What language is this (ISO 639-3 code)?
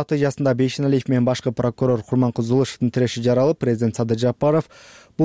kir